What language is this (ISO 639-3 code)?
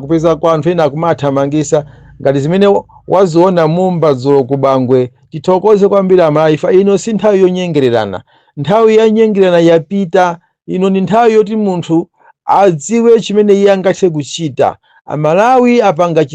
nya